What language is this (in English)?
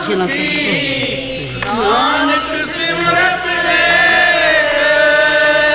Punjabi